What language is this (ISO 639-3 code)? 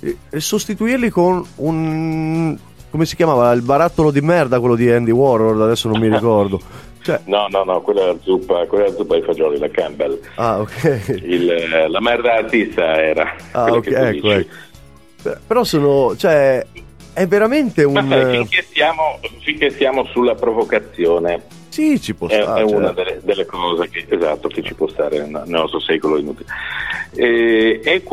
ita